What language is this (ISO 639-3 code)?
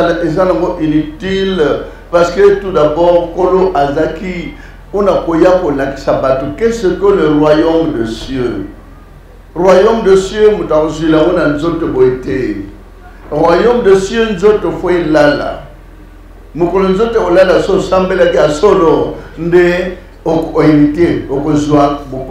lin